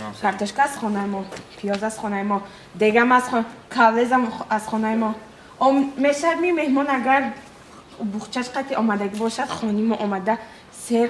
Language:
Tajik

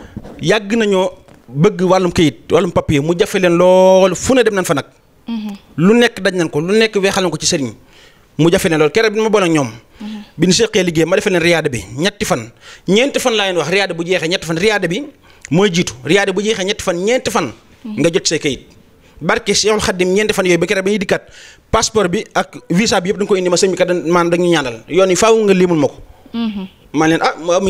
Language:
Wolof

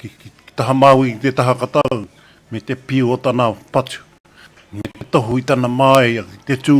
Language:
Māori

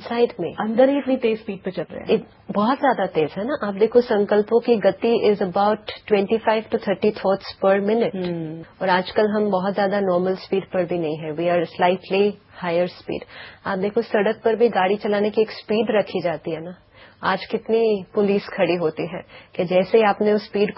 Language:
Hindi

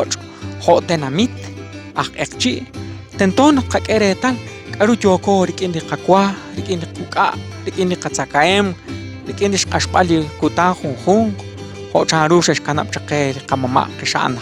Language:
Kekchí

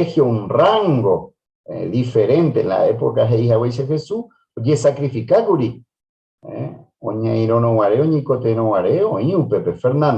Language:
Guarani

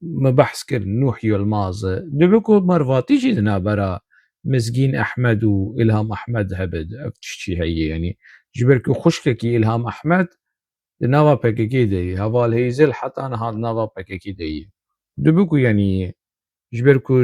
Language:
Kurdish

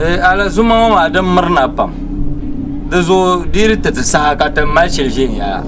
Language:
Dagbani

